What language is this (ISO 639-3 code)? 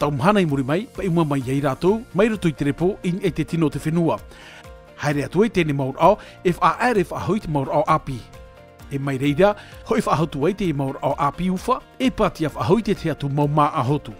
tah